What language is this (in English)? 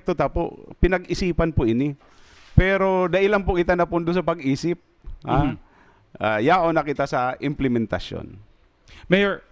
Bikol